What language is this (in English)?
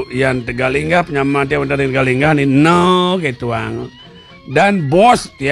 Balinese